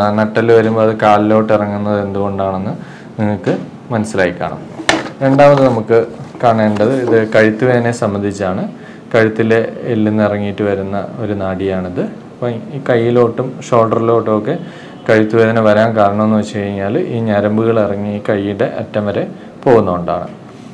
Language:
Malayalam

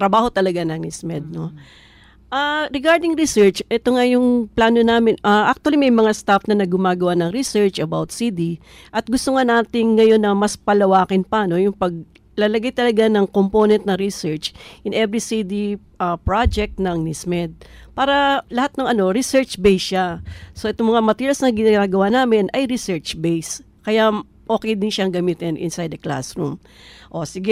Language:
Filipino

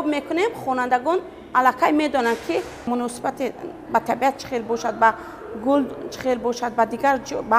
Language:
Tajik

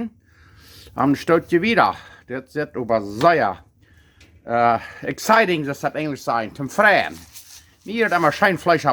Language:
Plautdietsch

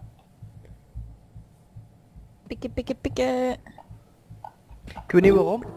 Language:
Dutch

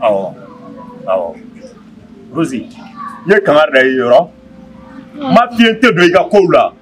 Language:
Bambara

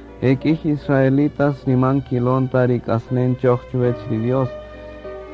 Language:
Kaqchikel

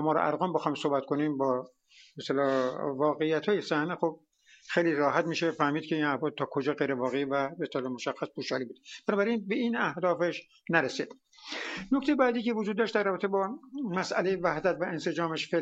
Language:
Persian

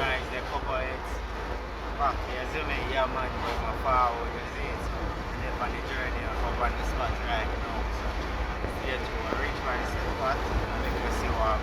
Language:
Jamaican Creole English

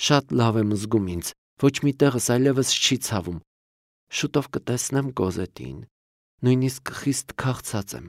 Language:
Armenian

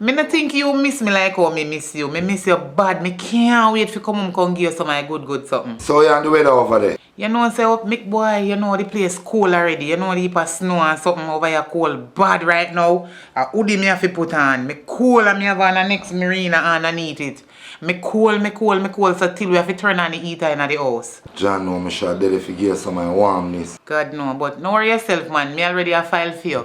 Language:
Jamaican Creole English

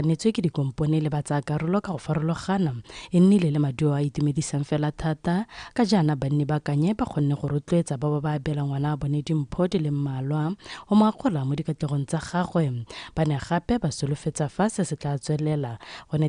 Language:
Tswana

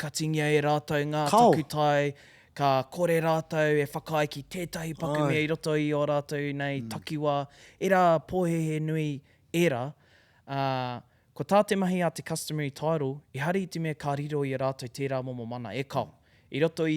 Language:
Māori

